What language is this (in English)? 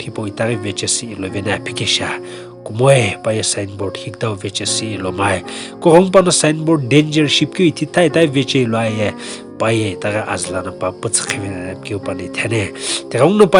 Sumi Naga